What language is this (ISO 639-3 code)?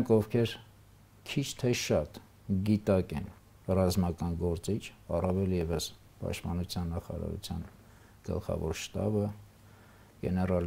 hye